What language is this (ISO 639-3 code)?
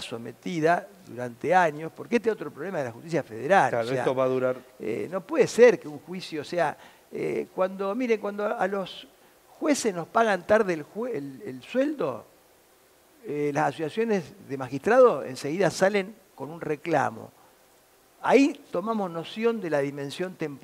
spa